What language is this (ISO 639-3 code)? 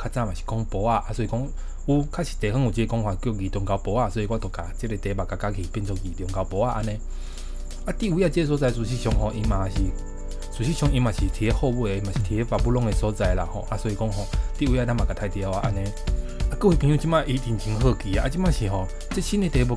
nan